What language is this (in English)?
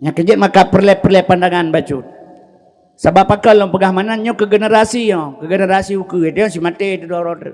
Achinese